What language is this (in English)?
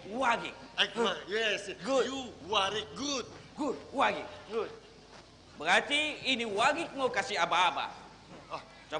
Banjar